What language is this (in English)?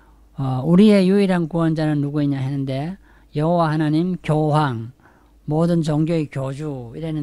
Korean